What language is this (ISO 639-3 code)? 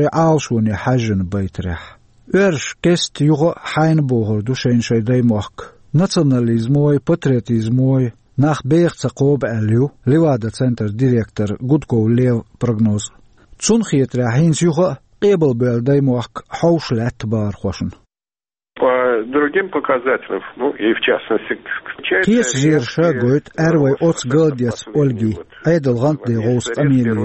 che